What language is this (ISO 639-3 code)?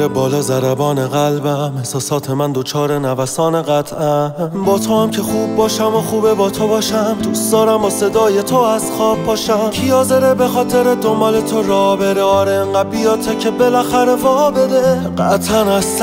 fas